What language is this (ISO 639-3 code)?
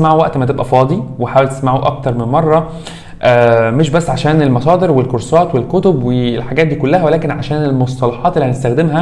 arz